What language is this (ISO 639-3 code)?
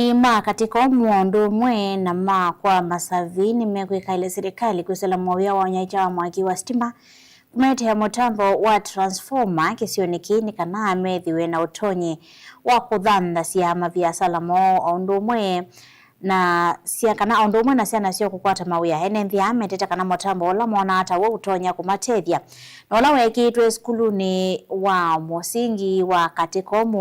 kam